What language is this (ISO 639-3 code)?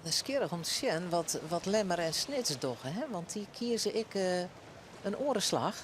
fry